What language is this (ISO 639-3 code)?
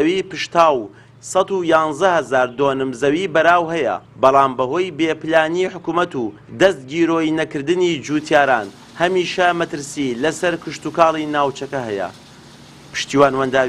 ckb